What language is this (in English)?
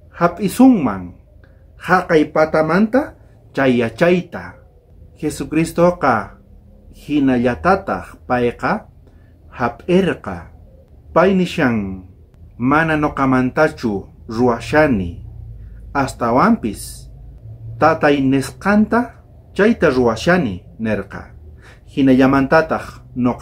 South Bolivian Quechua